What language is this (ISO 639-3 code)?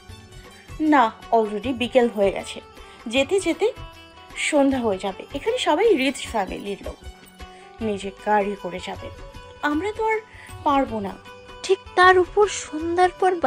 ben